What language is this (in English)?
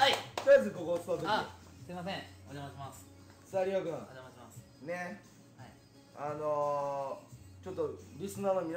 Japanese